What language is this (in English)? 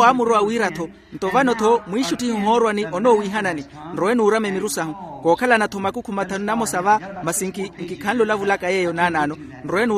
Makhuwa